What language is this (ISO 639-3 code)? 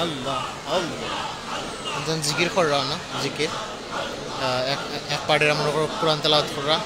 syl